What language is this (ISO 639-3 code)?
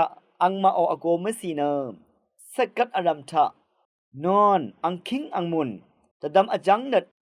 raw